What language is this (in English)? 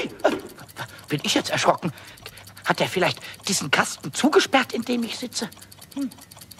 German